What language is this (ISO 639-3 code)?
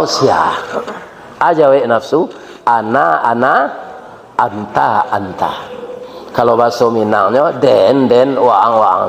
min